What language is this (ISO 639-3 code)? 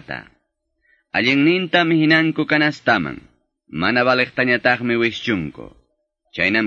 que